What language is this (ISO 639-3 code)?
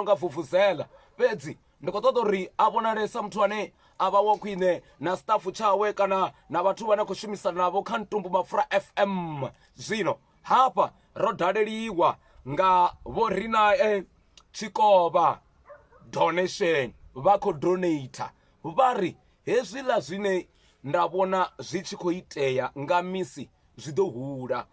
ven